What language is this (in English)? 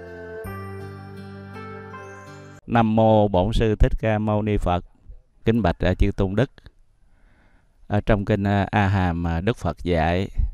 Vietnamese